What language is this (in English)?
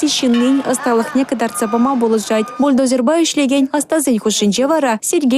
Chuvash